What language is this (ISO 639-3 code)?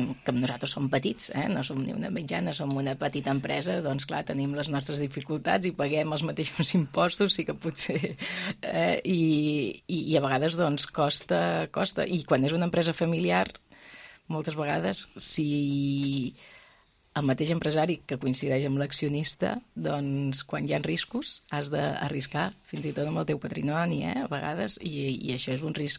cat